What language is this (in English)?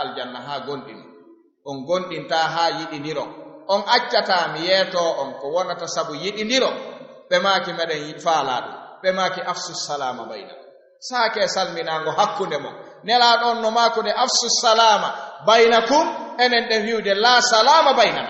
Fula